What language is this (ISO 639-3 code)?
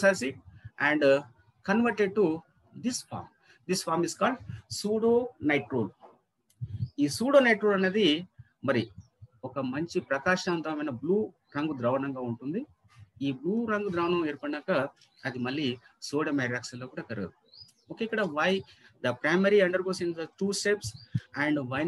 tel